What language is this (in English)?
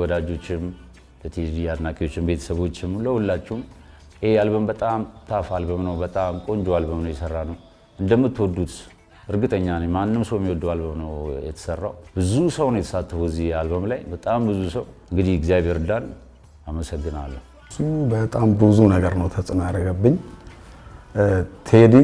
Amharic